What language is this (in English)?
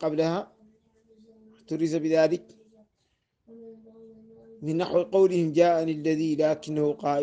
Arabic